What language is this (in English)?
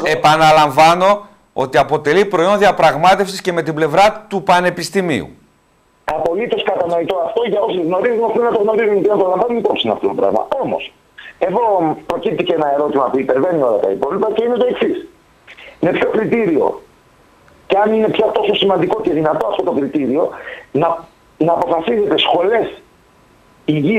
Greek